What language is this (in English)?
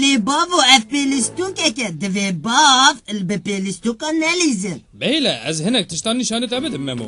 Kurdish